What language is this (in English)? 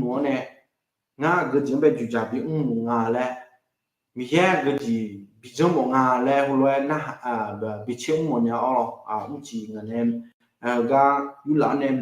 Akha